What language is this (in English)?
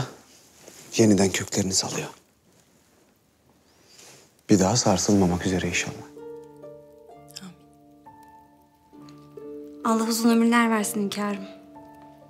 Turkish